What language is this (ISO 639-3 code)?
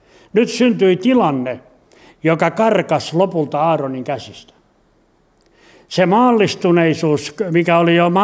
fin